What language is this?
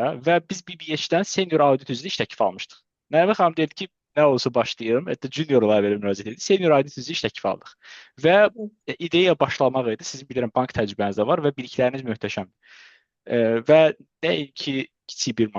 Azerbaijani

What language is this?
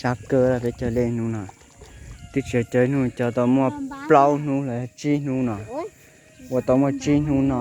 Hmong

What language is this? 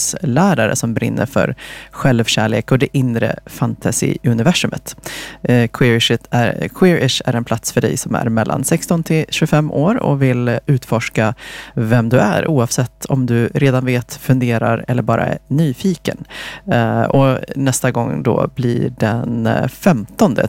Swedish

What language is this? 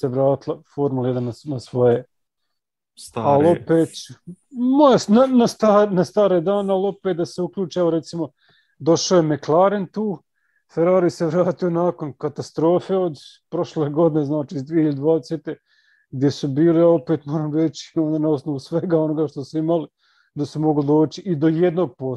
Croatian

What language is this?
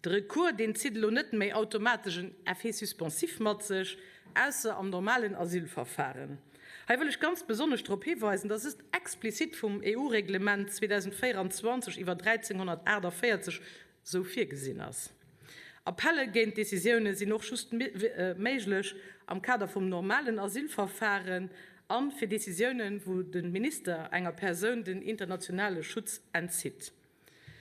Luxembourgish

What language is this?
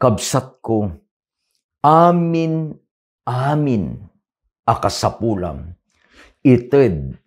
Iloko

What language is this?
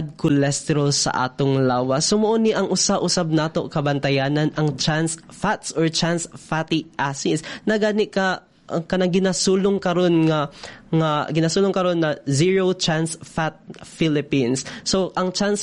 Cebuano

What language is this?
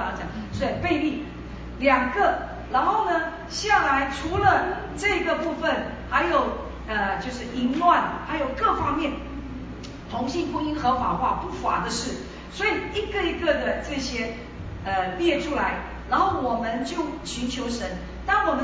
Chinese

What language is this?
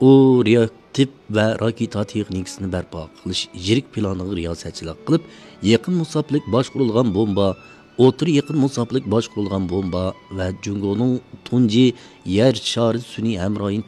Uyghur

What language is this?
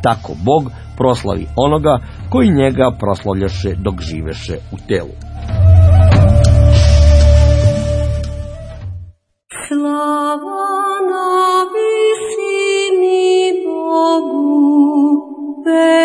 Serbian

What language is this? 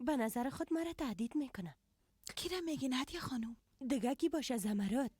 Persian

